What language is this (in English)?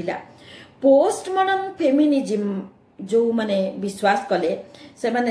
Odia